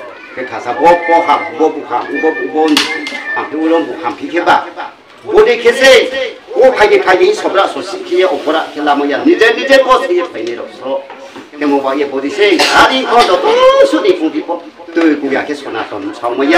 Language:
Riang (India)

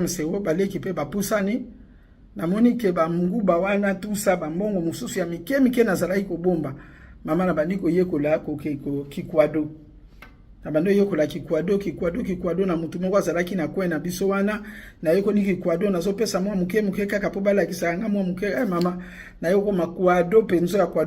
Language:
Lingala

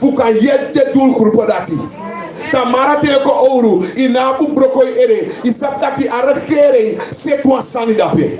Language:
Sranan Tongo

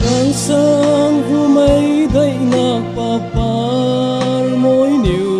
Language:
Falam Chin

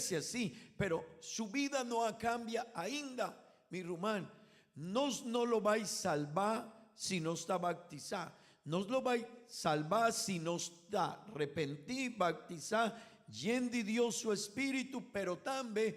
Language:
Papiamento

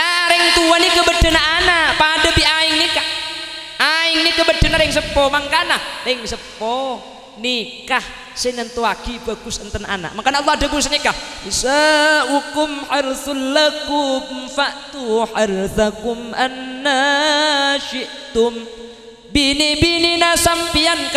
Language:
Madurese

